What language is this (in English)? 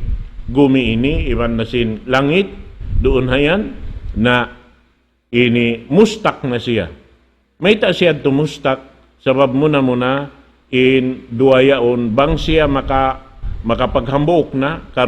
Tausug